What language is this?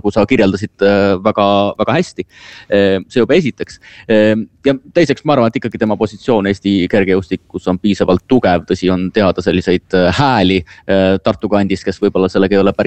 Estonian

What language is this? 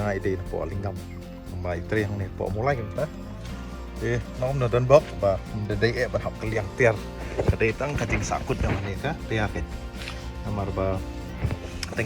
Khasi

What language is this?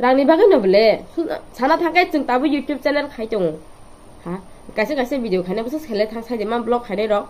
Kok Borok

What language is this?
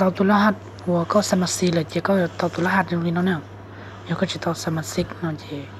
Lao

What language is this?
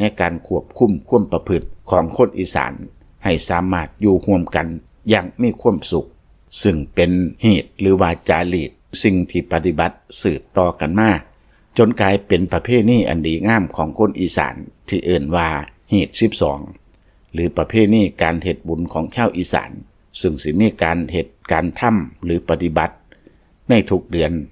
Lao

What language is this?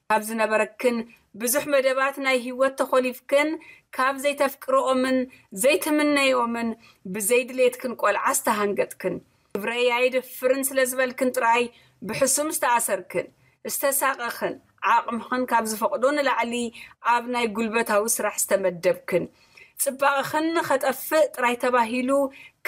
Tigrinya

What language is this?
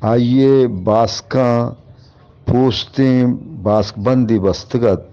Eastern Balochi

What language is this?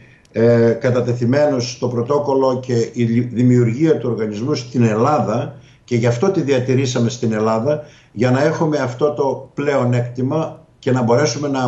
Greek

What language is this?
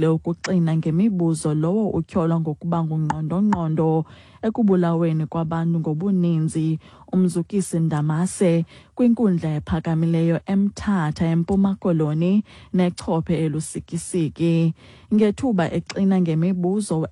Xhosa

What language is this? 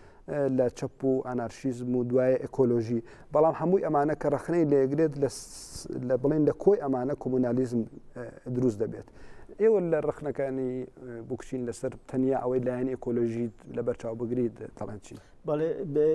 Central Kurdish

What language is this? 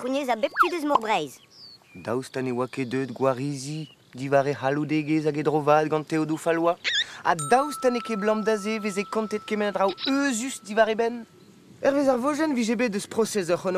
Breton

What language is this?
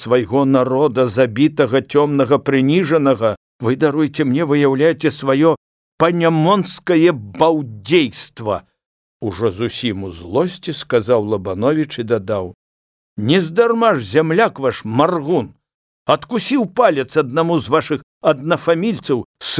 Belarusian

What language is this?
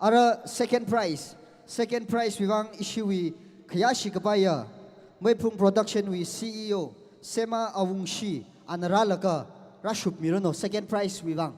Tangkhul Naga (India)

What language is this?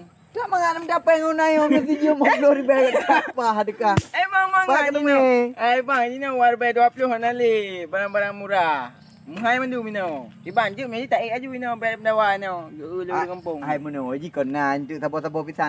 Achinese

